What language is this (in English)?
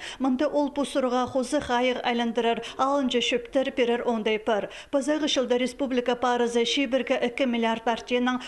Khakas